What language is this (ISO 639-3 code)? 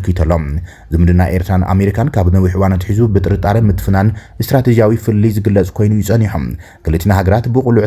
tir